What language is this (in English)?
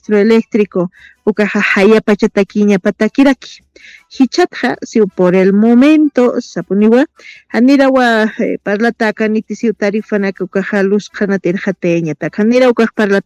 Aymara